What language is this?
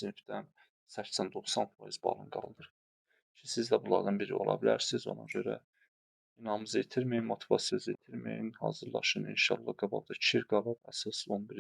Azerbaijani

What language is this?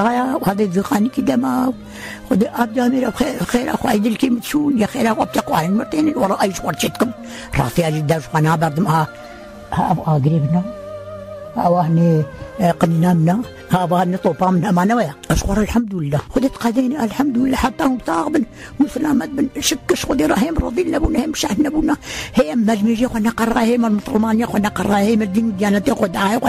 Kurdish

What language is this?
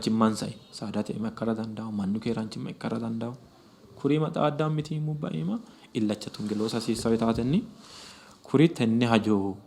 Sidamo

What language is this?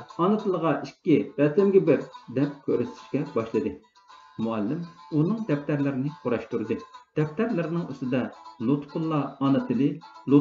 Uyghur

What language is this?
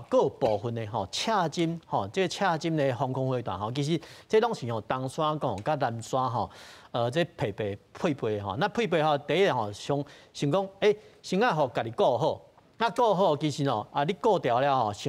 Min Nan Chinese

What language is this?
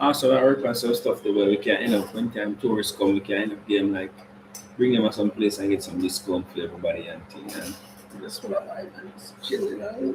Jamaican Creole English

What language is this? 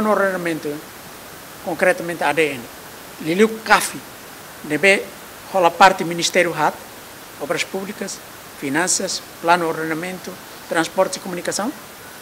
Tetum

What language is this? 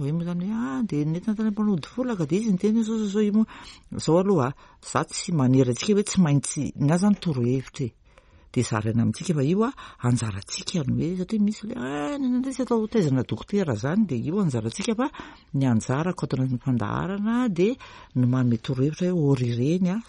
Malagasy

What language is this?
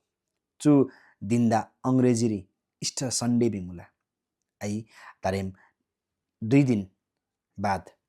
Eastern Tamang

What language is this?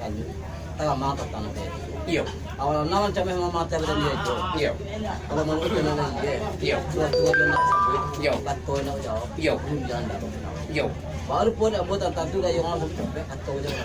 Minangkabau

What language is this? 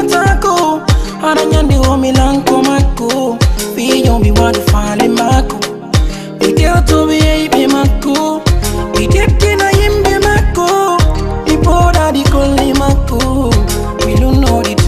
Fula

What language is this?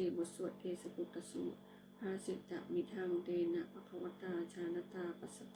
Pali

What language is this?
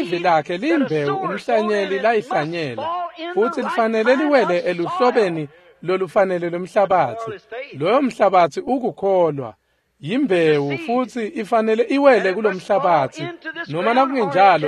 Swati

